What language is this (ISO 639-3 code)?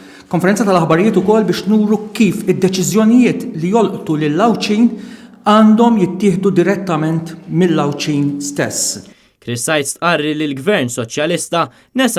mlt